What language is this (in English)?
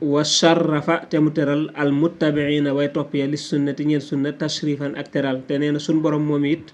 Wolof